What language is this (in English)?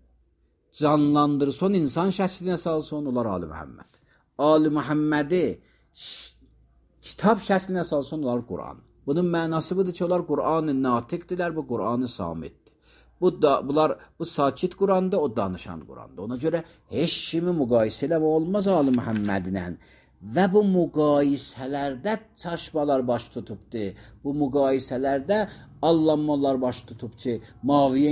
Azerbaijani